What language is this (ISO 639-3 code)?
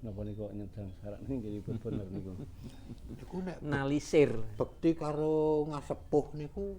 jav